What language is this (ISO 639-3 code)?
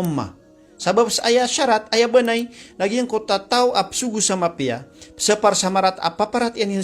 mrw